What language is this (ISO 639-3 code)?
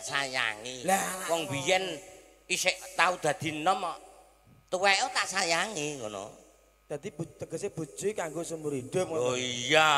jav